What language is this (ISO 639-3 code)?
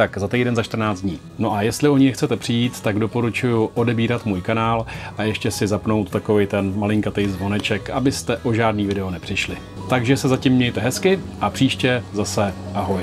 ces